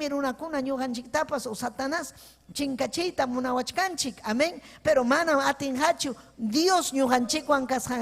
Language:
Ayacucho Quechua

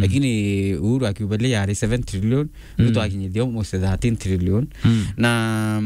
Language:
Meru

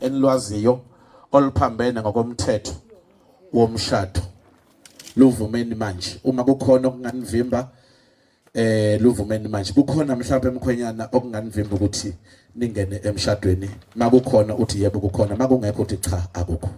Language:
Zulu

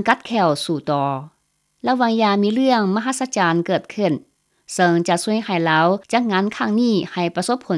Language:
Lao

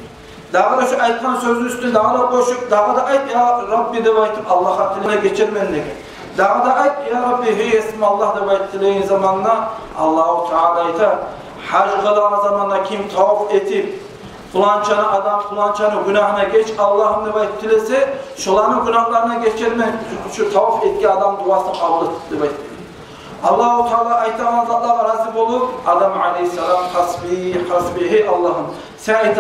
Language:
Kumyk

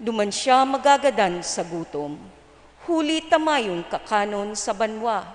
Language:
Bikol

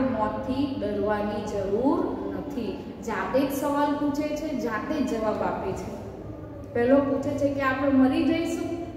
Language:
Gujarati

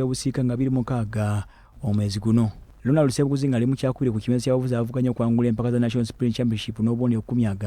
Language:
Ganda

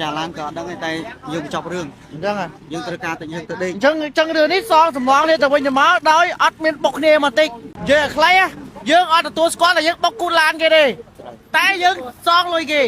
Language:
Khmer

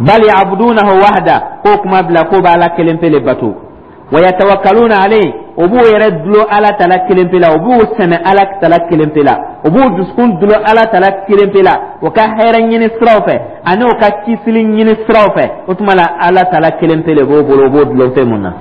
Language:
Dyula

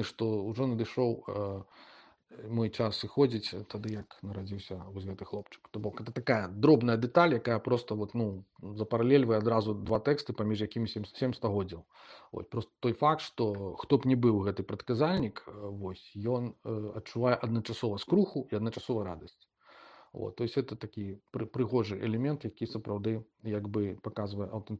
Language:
Belarusian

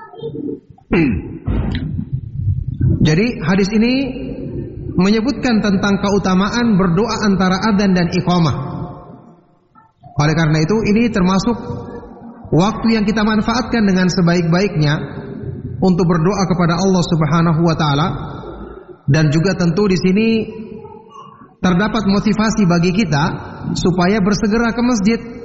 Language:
Indonesian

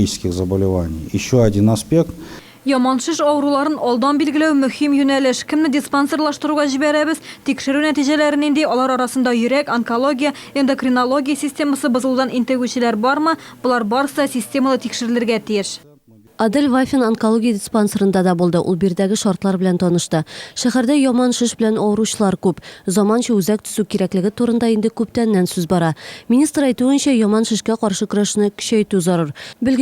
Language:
Tatar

